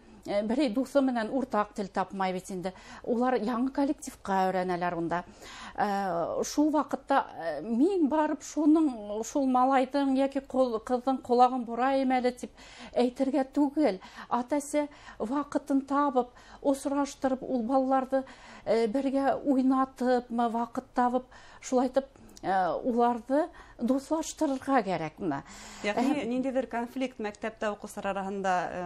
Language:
Bashkir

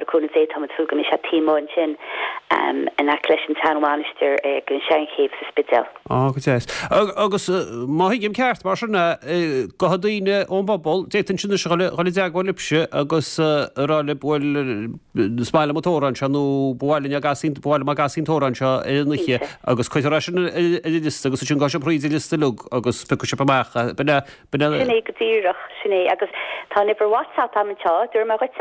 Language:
Irish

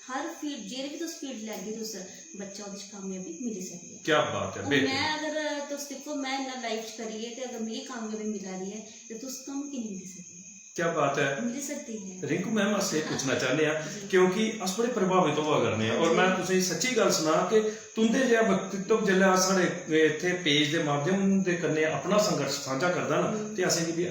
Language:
Dogri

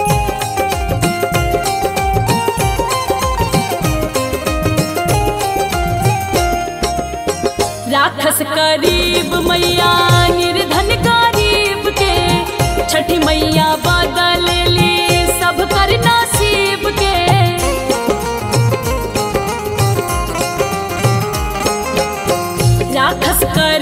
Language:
Bhojpuri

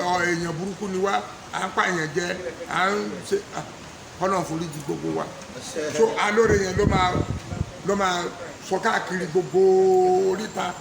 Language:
Yoruba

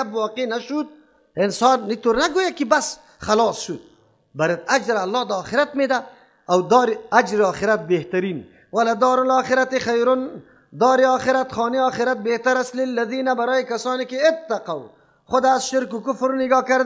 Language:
Persian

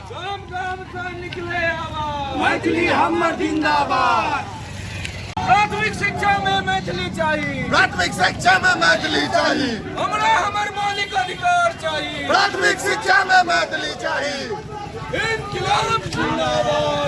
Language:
Maithili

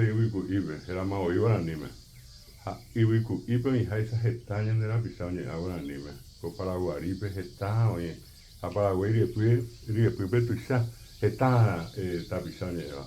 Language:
Guarani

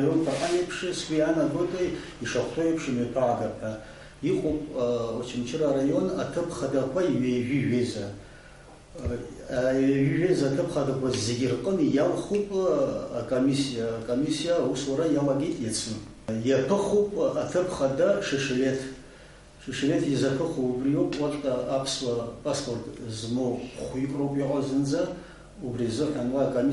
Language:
Abkhazian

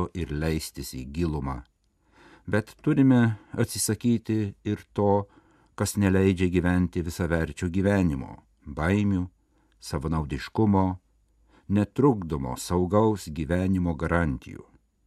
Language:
Lithuanian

